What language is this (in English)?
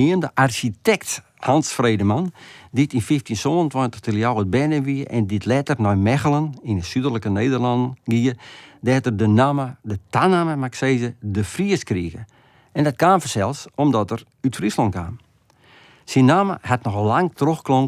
Western Frisian